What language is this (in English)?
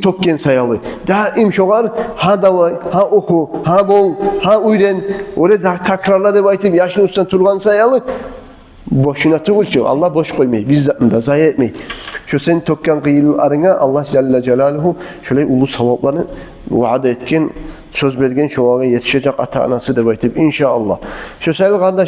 Kumyk